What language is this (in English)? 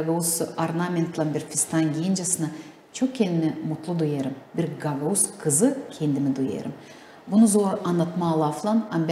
Gagauz